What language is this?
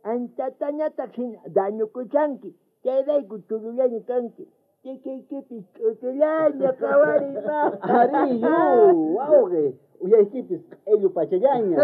South Bolivian Quechua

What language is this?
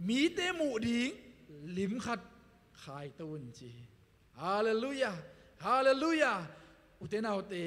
Tedim Chin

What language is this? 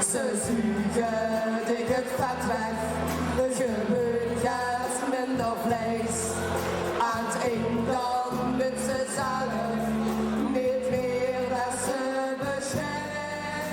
Limburgish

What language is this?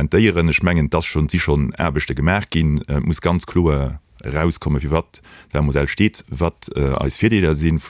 Luxembourgish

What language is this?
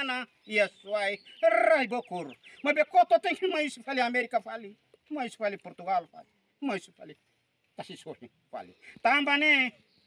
Tetum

